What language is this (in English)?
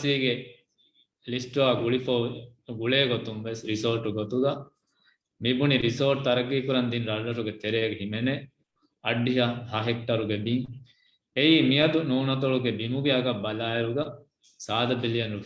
Divehi